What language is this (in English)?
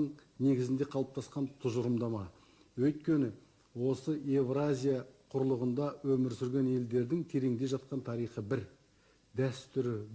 Kazakh